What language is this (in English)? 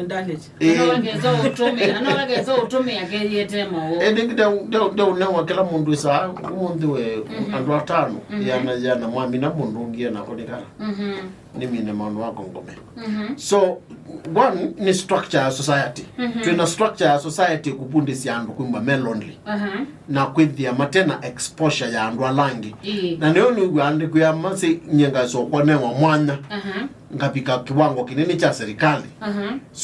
Kamba